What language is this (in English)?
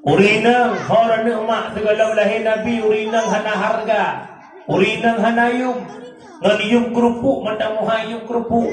Achinese